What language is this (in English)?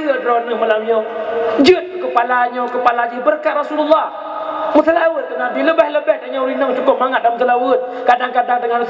Achinese